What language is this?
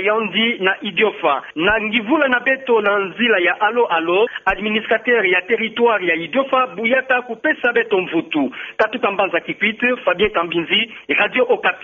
Kituba (Democratic Republic of Congo)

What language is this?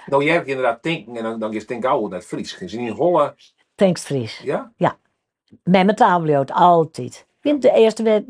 Western Frisian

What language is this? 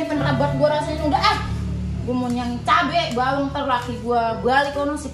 Betawi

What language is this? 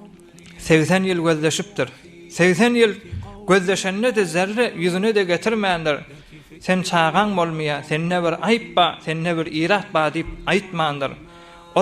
Turkmen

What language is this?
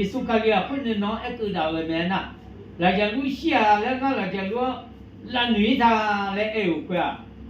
Akha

